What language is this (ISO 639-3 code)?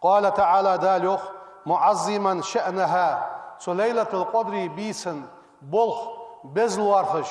inh